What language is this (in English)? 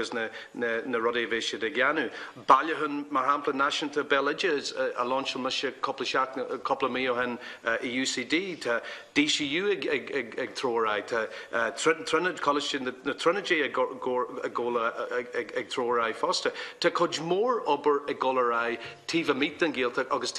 Irish